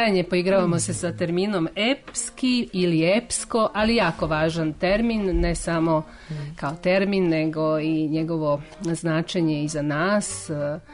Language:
Serbian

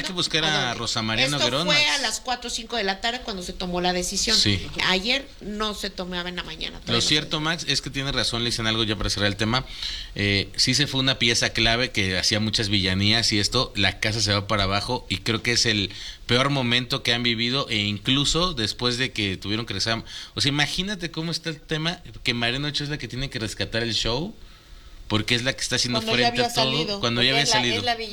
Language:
Spanish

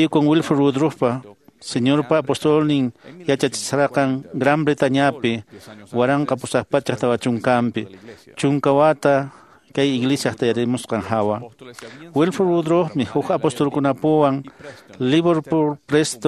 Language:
Quechua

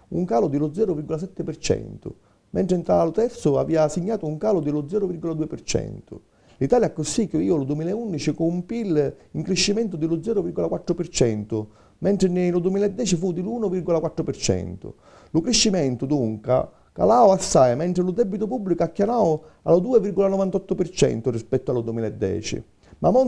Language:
Sicilian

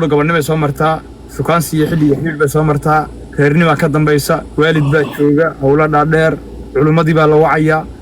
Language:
Somali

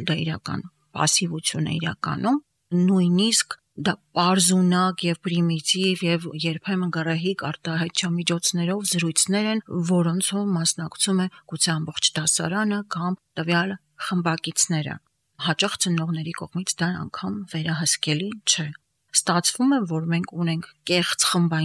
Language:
Armenian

